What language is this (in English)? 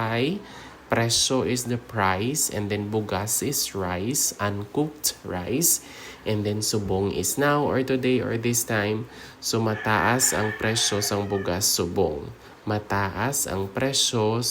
Hiligaynon